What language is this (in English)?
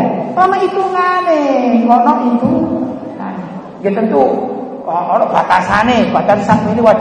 Javanese